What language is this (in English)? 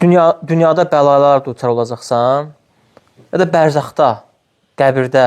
Azerbaijani